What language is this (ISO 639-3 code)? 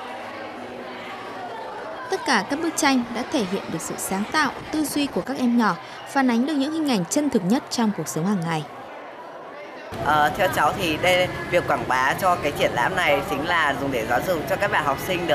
vie